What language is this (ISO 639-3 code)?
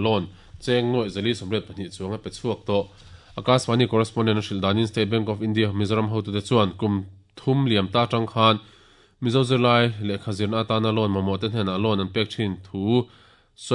lus